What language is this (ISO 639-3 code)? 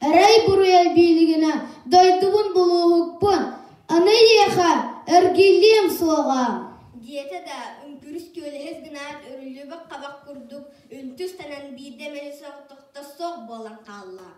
sah